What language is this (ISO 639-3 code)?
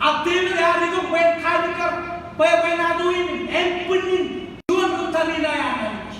mah